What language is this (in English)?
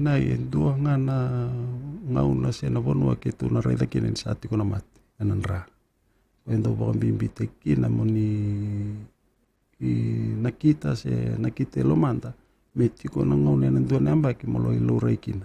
Fijian